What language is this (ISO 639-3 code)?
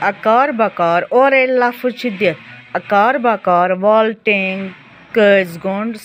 kas